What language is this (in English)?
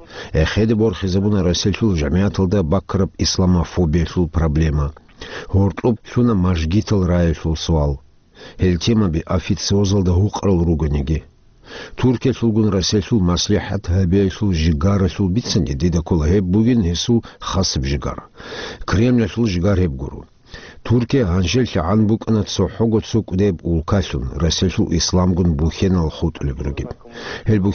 Avaric